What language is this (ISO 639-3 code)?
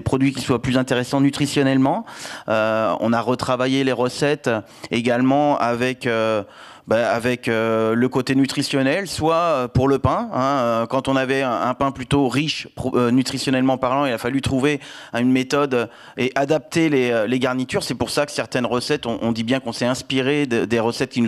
fra